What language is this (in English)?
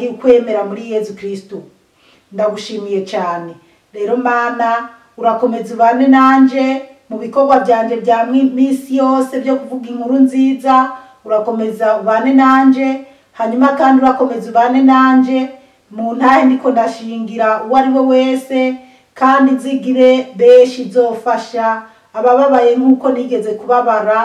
Rundi